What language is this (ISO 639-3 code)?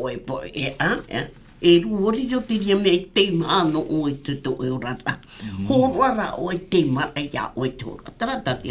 tah